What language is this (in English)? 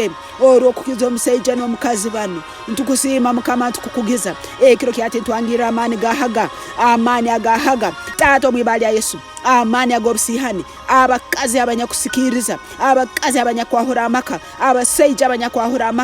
Tooro